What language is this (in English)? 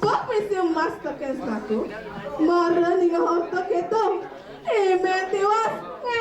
Balinese